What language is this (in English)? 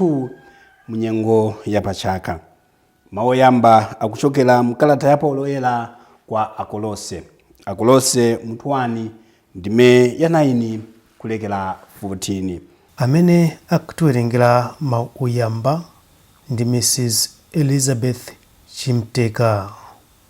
Nyanja